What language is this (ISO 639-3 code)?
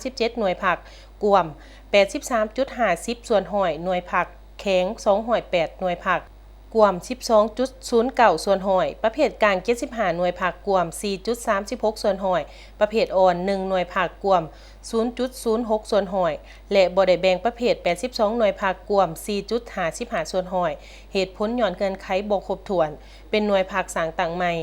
lao